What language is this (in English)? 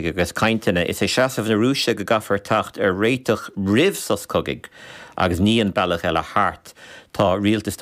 Irish